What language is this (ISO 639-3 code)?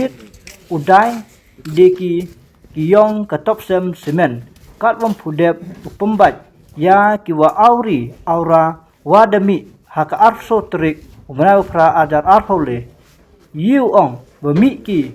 kha